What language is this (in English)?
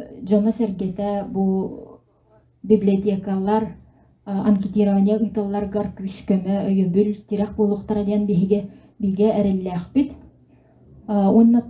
Yakut